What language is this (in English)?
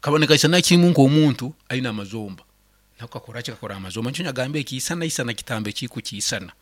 Nyankole